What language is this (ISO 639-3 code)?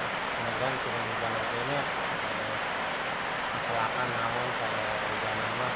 sun